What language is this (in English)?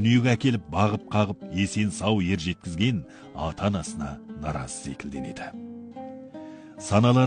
Kazakh